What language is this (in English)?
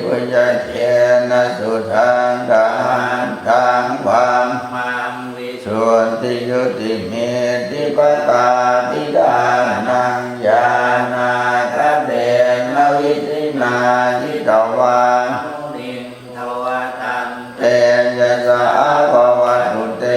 Pali